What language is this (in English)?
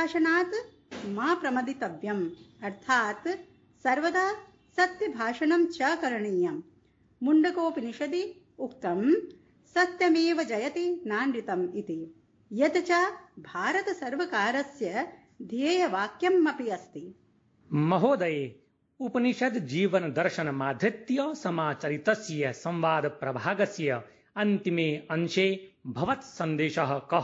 Sanskrit